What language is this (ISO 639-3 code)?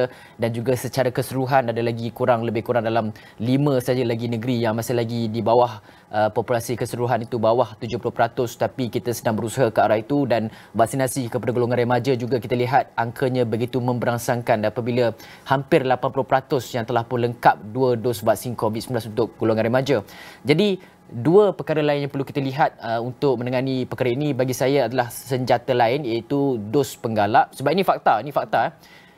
msa